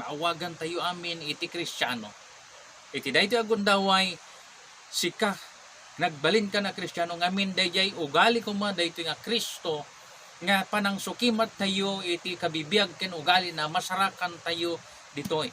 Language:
Iloko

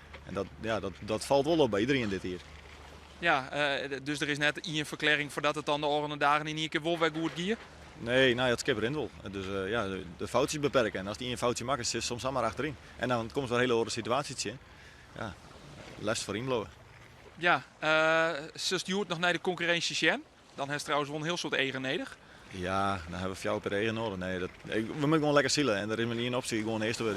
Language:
Western Frisian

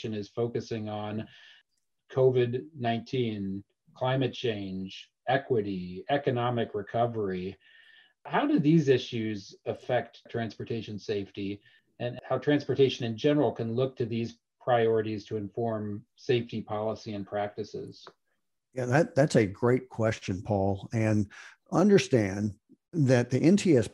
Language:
English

